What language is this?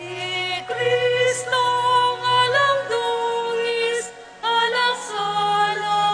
Pampanga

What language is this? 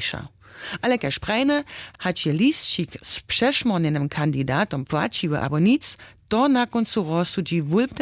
Upper Sorbian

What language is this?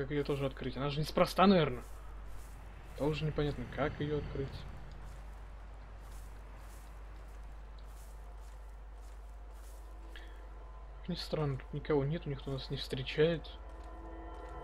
Russian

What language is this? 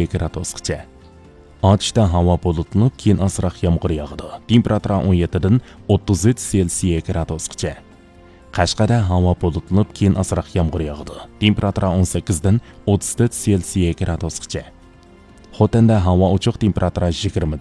Uyghur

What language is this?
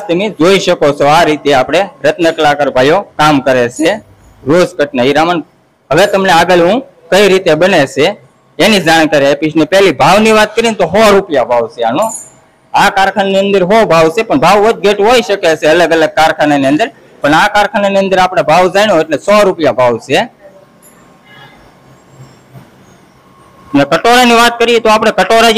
Gujarati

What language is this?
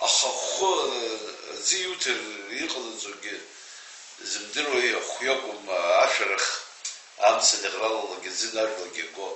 Abkhazian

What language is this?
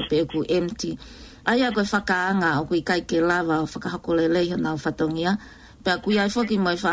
Tongan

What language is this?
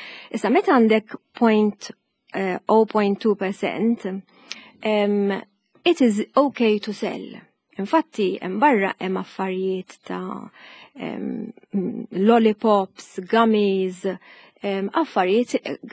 Maltese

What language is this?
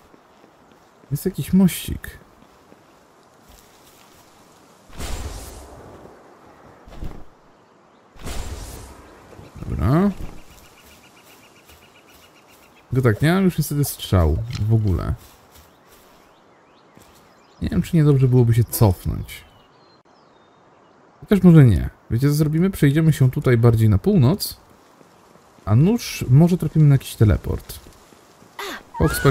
Polish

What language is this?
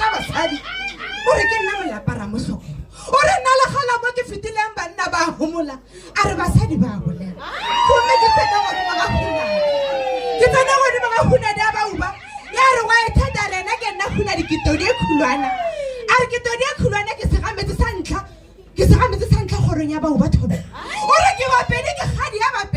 Northern Sotho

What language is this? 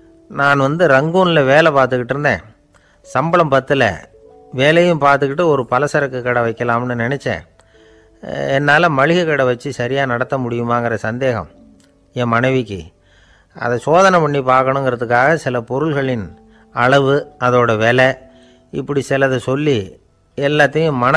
Tamil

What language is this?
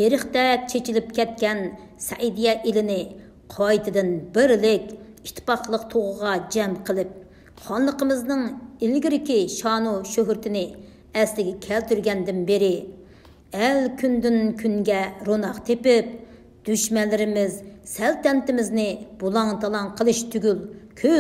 Uyghur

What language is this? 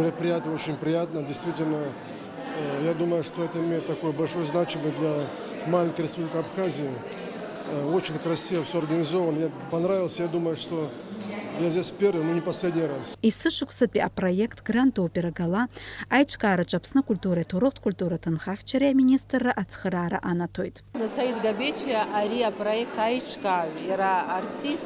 Abkhazian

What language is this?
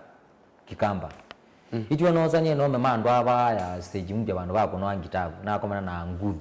Kamba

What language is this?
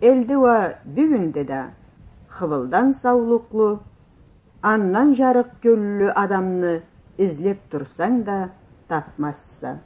Karachay-Balkar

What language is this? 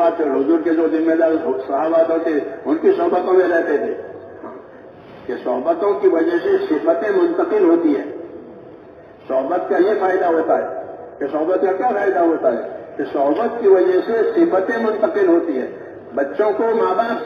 Urdu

